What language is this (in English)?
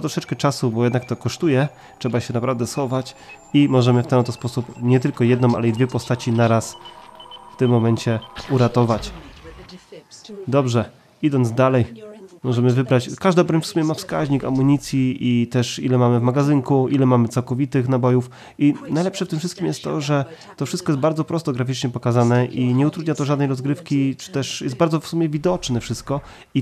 Polish